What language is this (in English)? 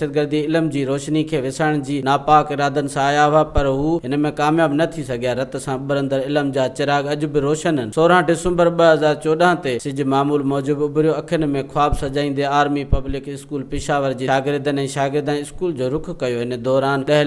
Sindhi